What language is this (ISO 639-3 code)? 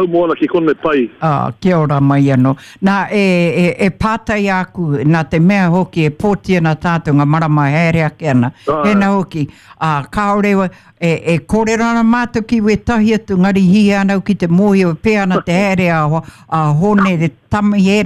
mri